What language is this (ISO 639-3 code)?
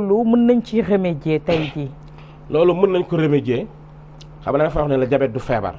wol